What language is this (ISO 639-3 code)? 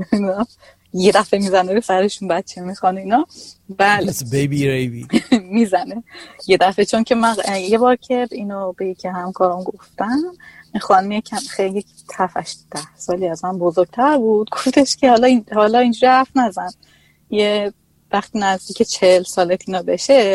fas